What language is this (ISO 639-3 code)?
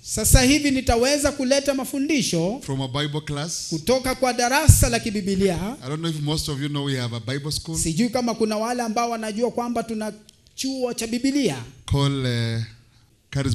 swa